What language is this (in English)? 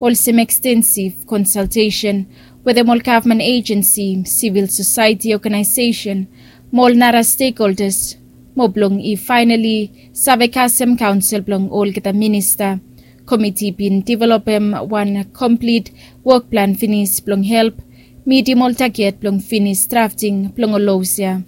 Bislama